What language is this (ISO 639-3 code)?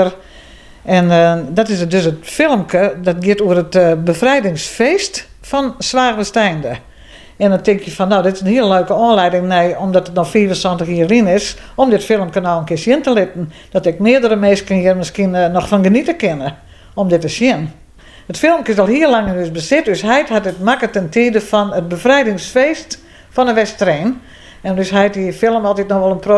fry